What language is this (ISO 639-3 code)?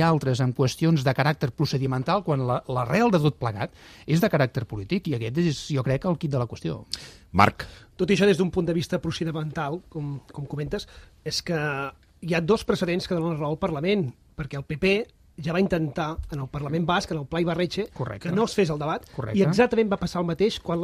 cat